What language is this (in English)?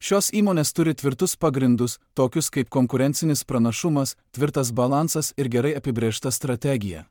Lithuanian